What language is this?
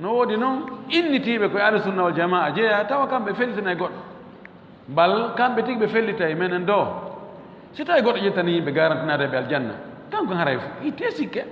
Fula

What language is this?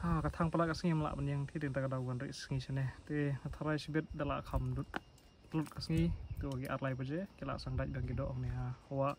Khasi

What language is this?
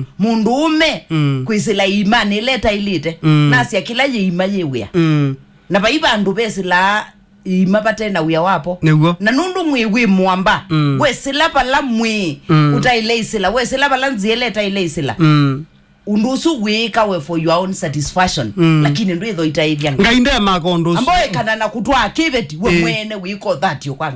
Kamba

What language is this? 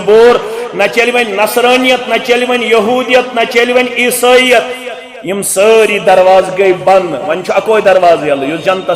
Kashmiri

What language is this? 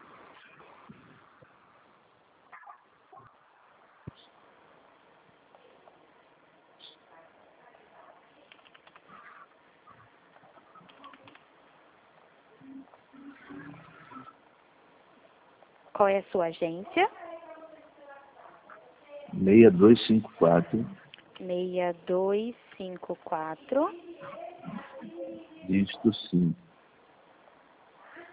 Portuguese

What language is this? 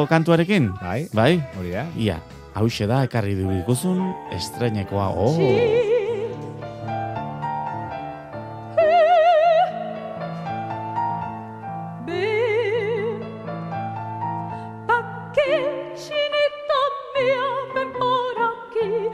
Basque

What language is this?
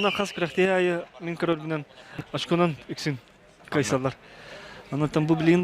Yakut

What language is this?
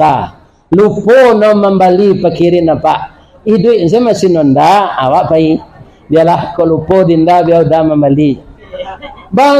Minangkabau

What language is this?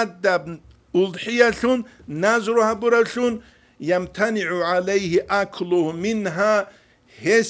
Avaric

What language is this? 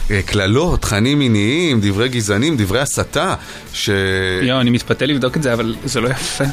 Hebrew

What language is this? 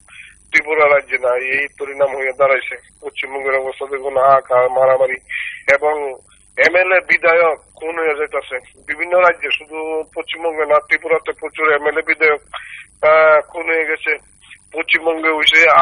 Bangla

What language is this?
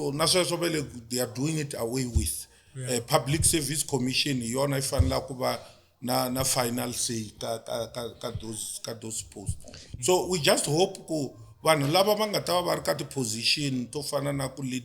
Tsonga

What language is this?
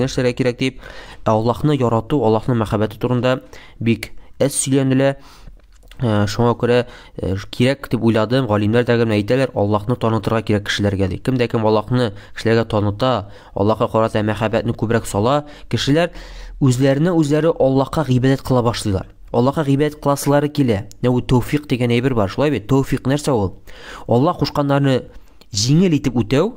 Tatar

